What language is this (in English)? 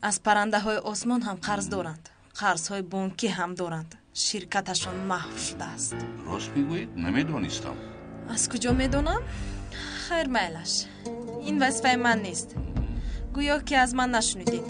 Tajik